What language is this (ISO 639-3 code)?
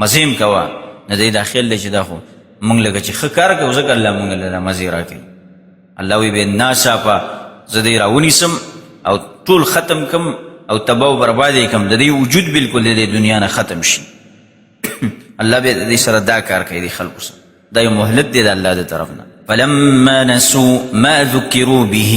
pus